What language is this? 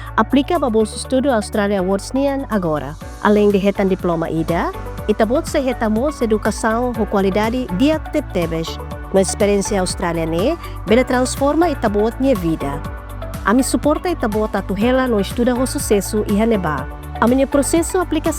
Tetum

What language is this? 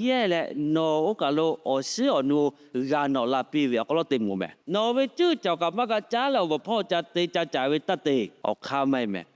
Lahu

